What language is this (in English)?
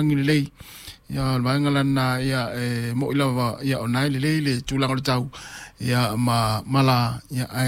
Samoan